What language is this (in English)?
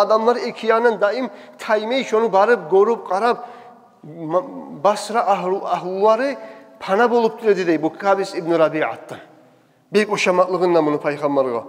Kumyk